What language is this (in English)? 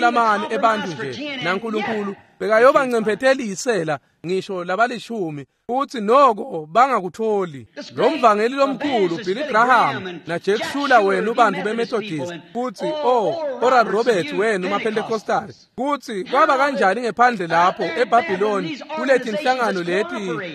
Swati